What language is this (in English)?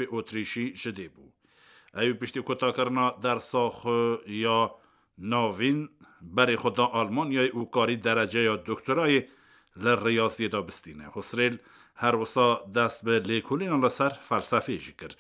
Kurdish